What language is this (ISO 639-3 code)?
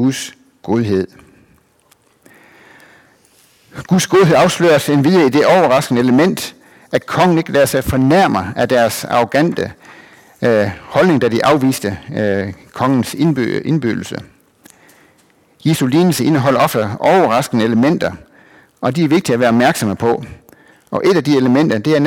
dan